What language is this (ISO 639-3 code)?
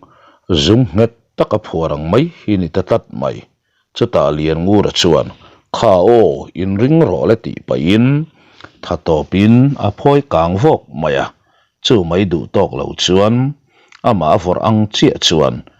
lus